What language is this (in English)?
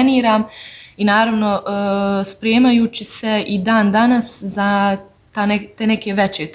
Bosnian